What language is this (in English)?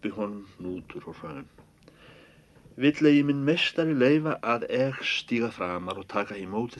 Icelandic